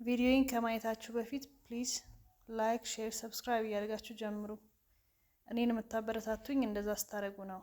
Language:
Amharic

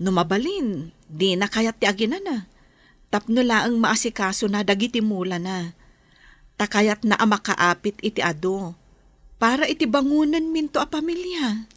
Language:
Iloko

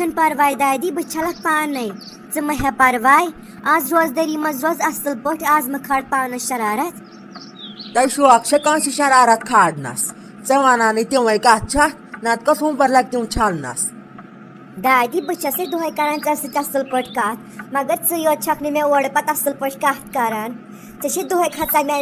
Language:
Kashmiri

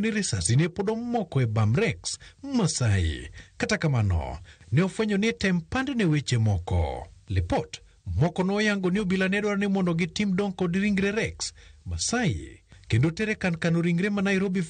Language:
Luo (Kenya and Tanzania)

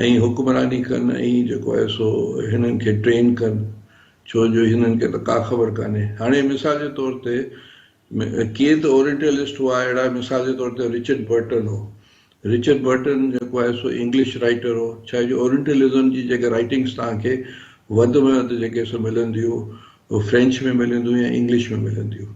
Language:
Sindhi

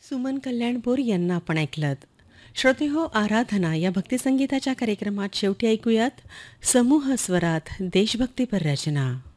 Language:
Marathi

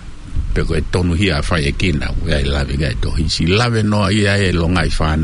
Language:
Tongan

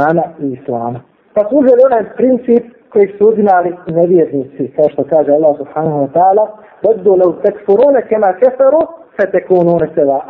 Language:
Bosnian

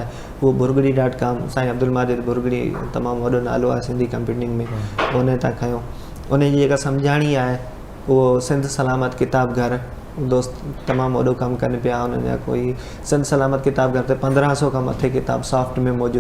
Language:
Sindhi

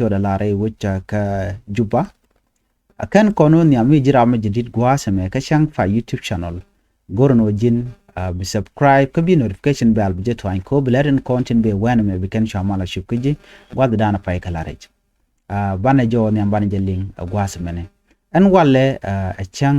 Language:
Nuer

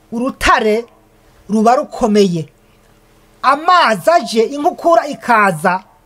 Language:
Rundi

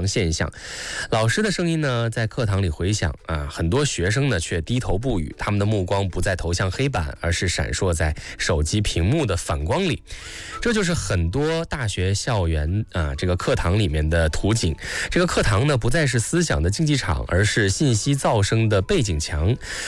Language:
Chinese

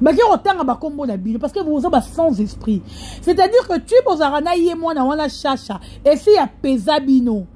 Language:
Lingala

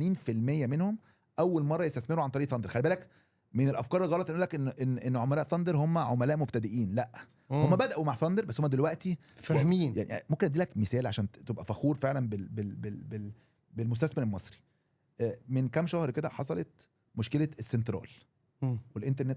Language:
Egyptian Arabic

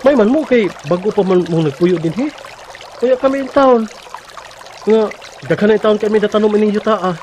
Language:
Cebuano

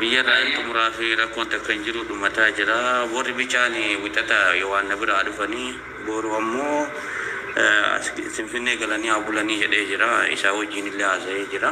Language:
Oromo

